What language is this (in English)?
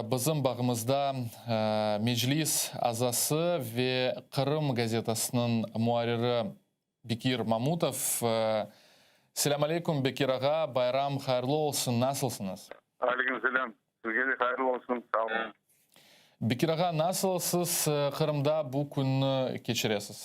Crimean Tatar